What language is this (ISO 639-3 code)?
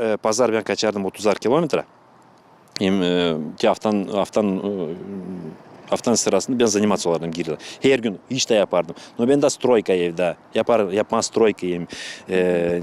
gag